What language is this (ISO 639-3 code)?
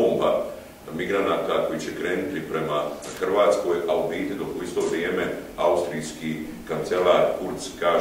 hrv